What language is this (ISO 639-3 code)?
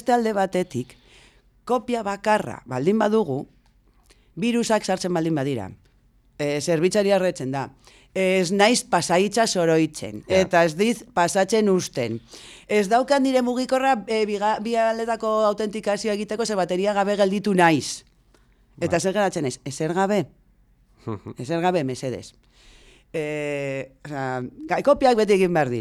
eus